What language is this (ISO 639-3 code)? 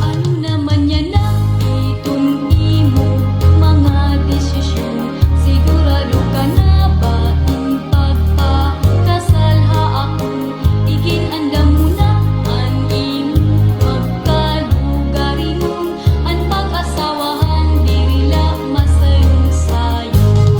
war